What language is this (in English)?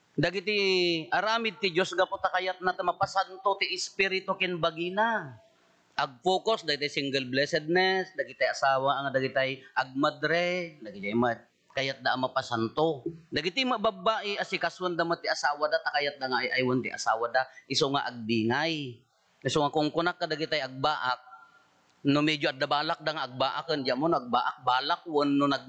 Iloko